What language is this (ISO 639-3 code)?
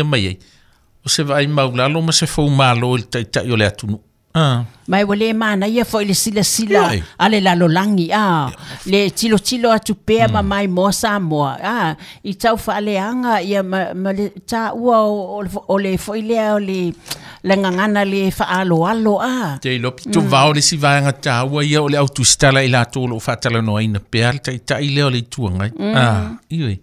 smo